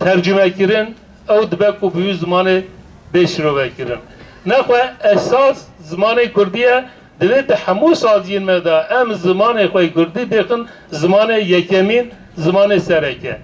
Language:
Kurdish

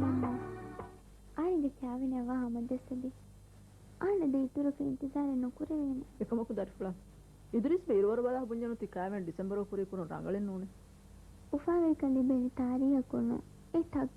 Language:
Divehi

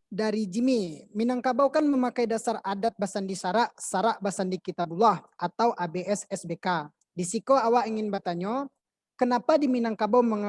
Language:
Minangkabau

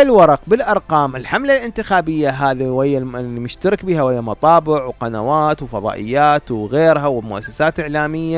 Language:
Mesopotamian Arabic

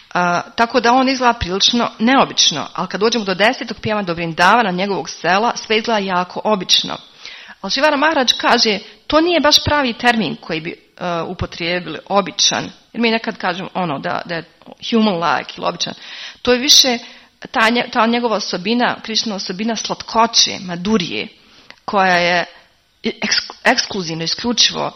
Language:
Croatian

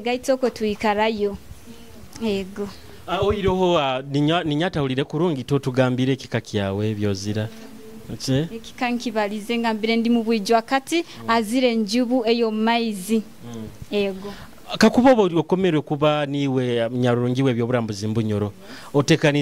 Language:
Nyoro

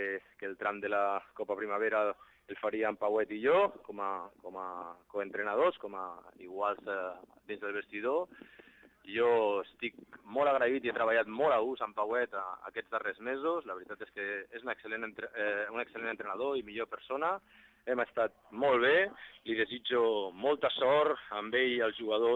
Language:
Catalan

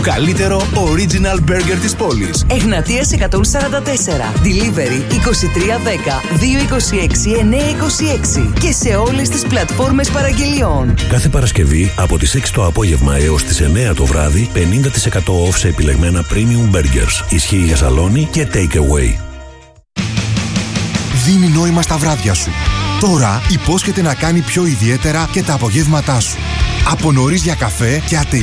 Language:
Greek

